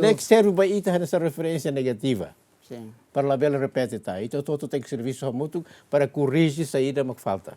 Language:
Tetum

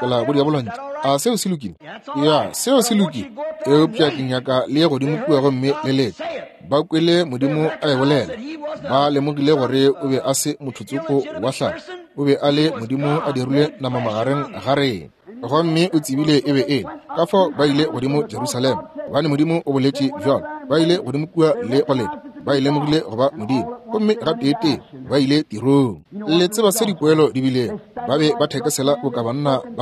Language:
Northern Sotho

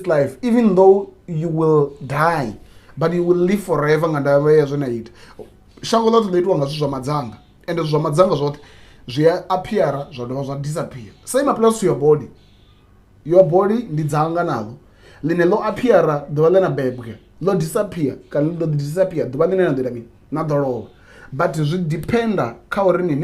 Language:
Venda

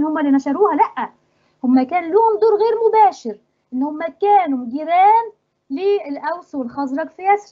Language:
Egyptian Arabic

